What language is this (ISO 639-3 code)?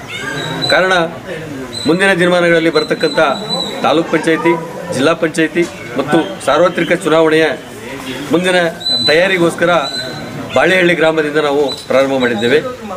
kan